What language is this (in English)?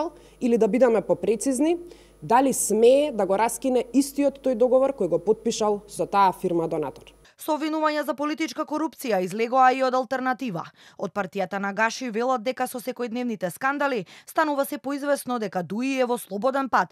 Macedonian